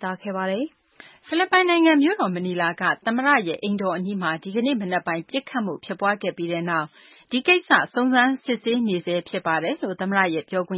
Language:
Burmese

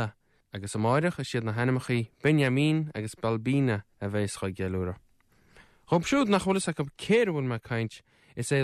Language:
Irish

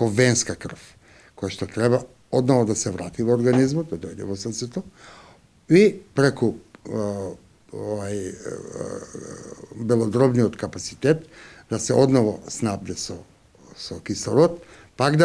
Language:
Macedonian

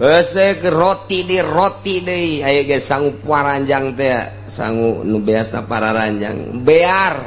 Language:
Sundanese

